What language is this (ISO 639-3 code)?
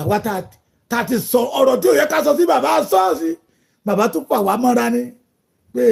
yor